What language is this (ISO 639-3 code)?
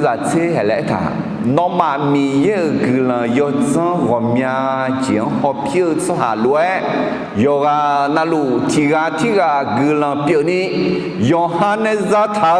ahk